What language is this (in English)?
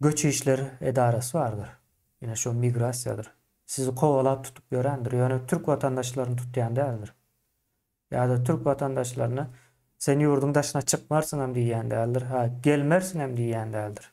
Turkmen